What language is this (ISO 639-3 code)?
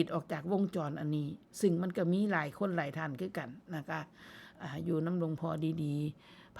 tts